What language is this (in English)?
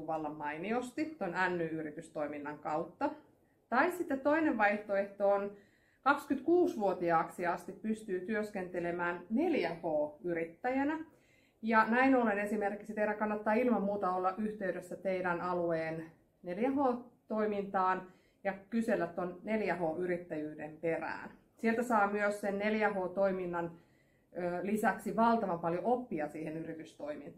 Finnish